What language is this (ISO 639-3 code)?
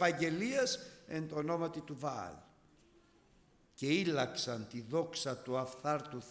ell